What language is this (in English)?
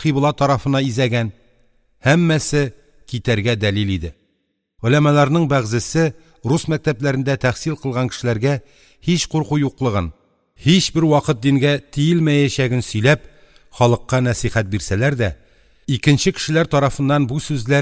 Tatar